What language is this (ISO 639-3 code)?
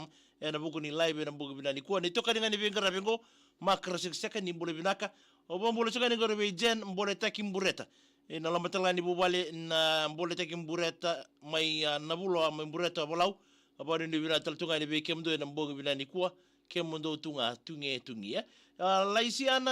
fij